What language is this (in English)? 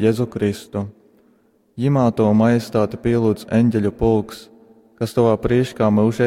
Latgalian